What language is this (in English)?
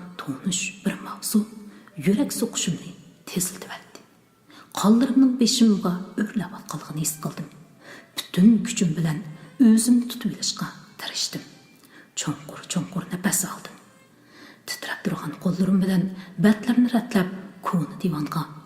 Uyghur